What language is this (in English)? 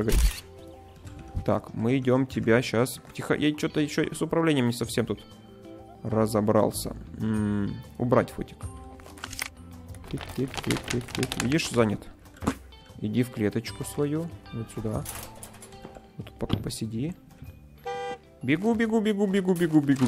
Russian